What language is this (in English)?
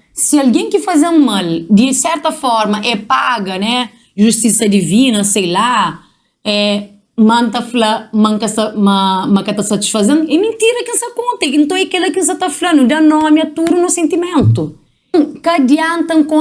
Kabuverdianu